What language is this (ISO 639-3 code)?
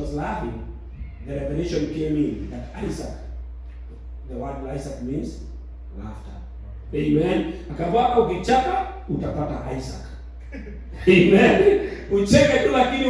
swa